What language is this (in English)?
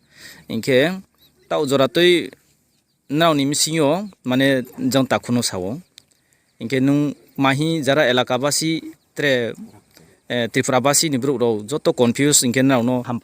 Riang (India)